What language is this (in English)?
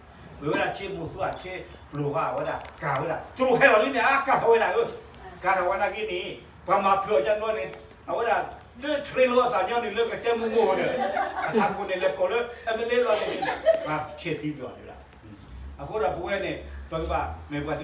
S'gaw Karen